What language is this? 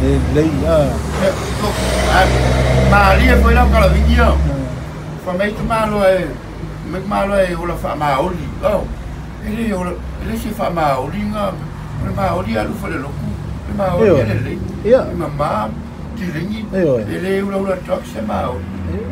Samoan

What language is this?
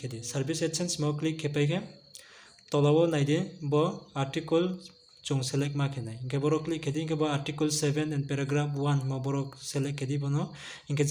Riang (India)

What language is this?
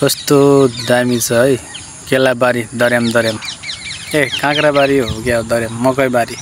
Nepali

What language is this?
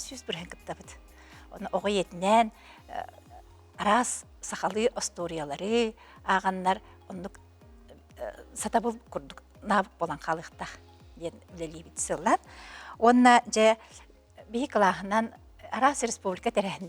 Yakut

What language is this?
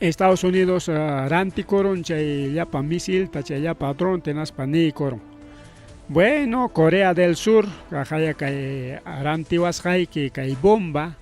Ayacucho Quechua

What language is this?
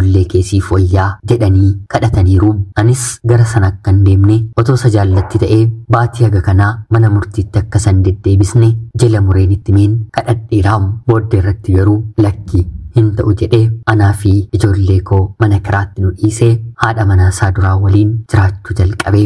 Oromo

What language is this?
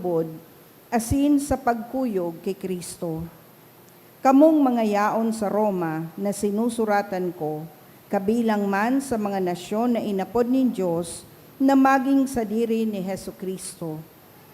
Bikol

